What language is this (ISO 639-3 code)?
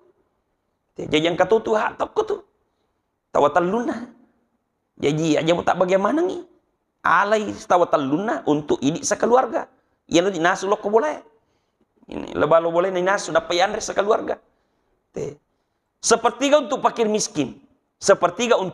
bug